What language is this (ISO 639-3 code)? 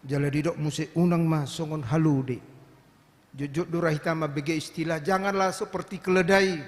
bbc